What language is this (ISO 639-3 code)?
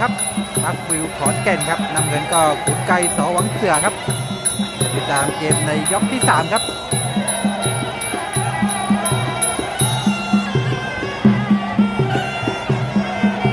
tha